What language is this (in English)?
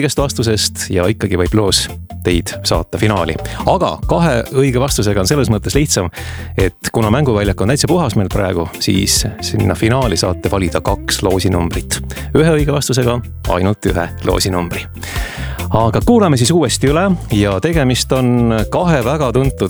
Estonian